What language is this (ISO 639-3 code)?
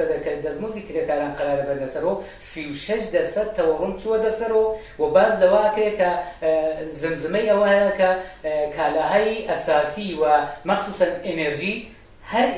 ckb